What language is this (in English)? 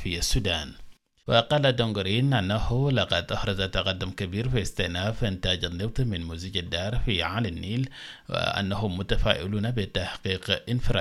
Arabic